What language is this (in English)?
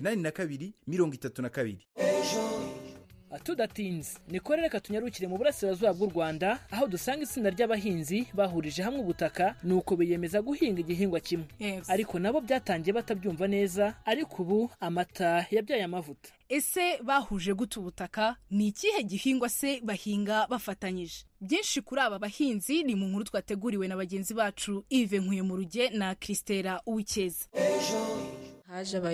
Kinyarwanda